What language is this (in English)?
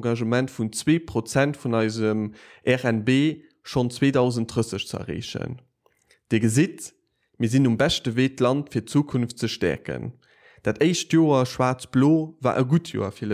Luxembourgish